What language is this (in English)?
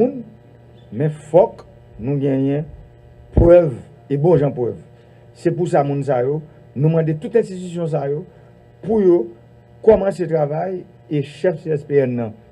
Haitian Creole